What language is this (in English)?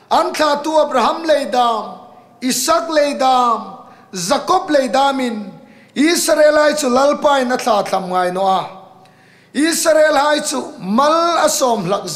Hmar